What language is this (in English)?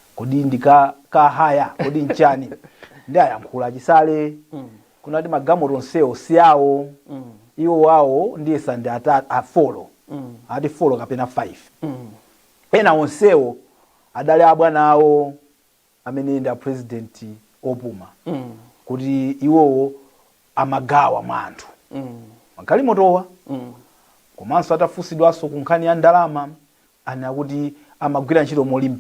Nyanja